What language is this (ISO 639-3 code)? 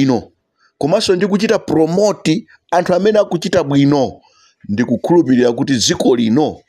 nya